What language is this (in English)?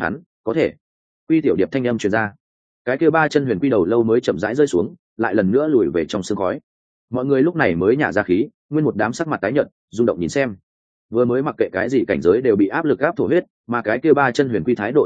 Vietnamese